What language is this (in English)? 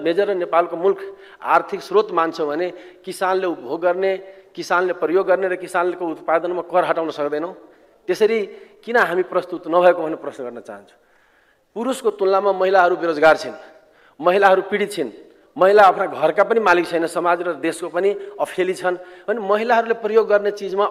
Nepali